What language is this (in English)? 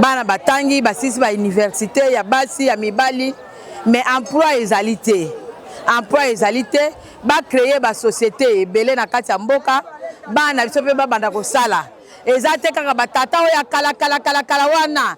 Lingala